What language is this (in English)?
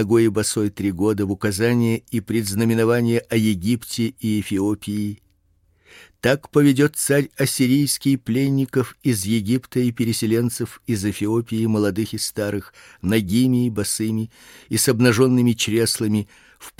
Russian